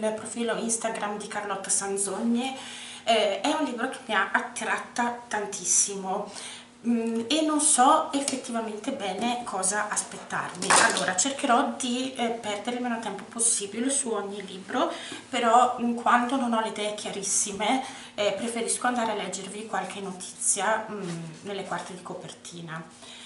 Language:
Italian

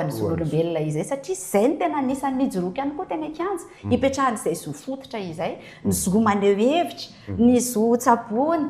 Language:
Malagasy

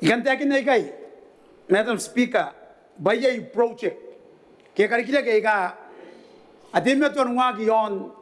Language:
Gilbertese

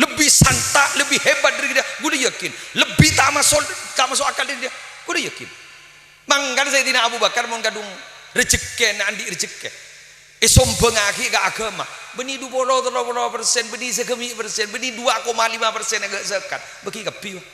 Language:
Madurese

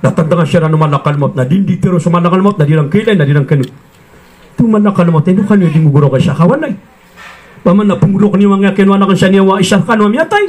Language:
Maranao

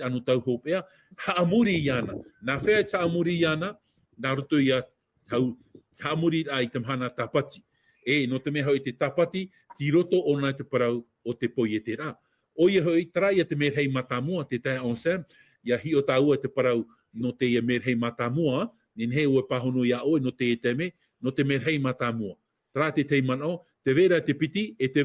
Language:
Tahitian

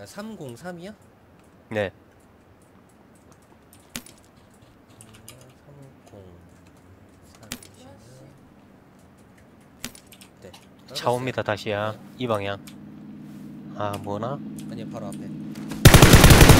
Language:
Korean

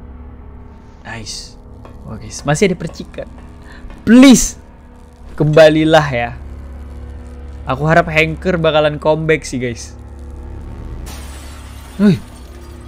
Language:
Indonesian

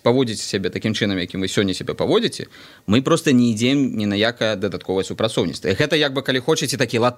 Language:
Belarusian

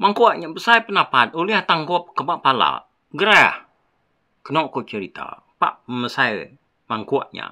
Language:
Iban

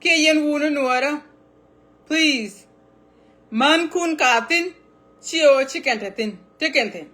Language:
Nuer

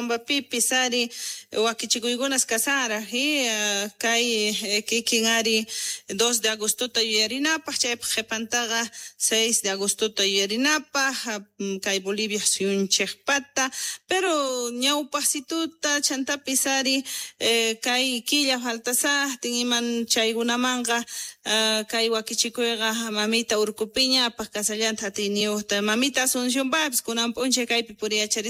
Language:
South Bolivian Quechua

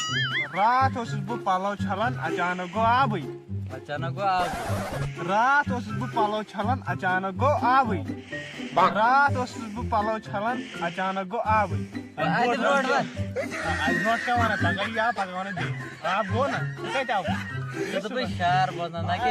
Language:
Kashmiri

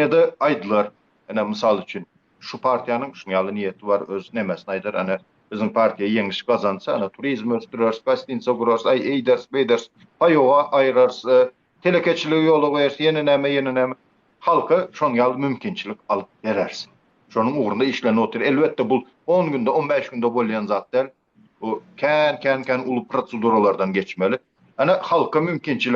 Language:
Turkmen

